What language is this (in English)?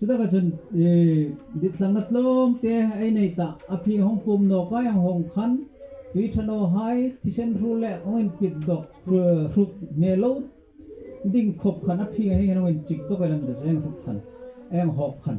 Hmar